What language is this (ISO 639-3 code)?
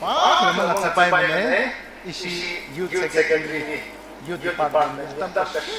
nmf